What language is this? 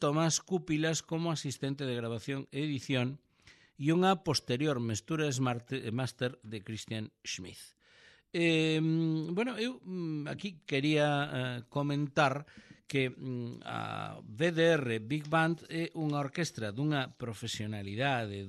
Galician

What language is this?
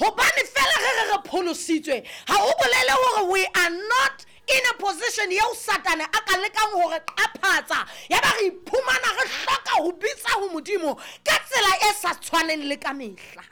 Southern Sotho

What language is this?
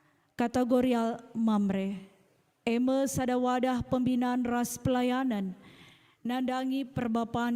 Batak Karo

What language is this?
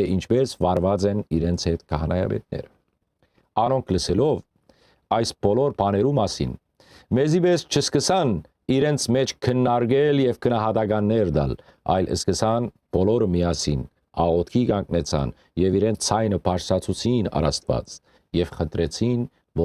Western Armenian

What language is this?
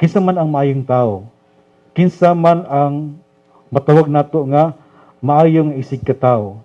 Cebuano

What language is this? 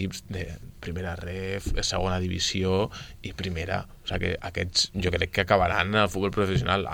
Catalan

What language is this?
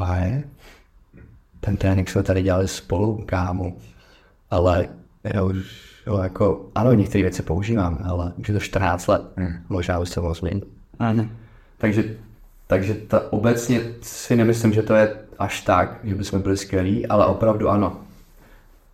Czech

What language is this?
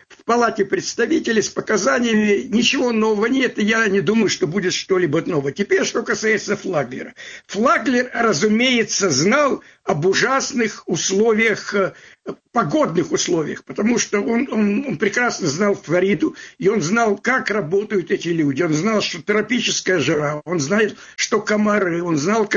Russian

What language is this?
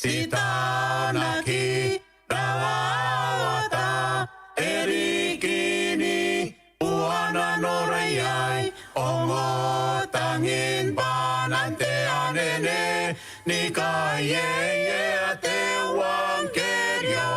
Gilbertese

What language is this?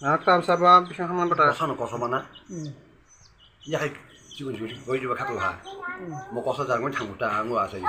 Kok Borok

